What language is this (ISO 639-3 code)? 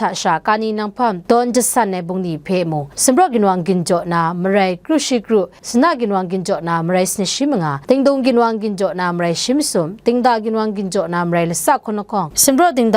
kac